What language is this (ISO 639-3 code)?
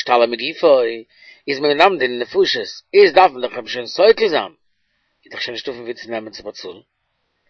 yid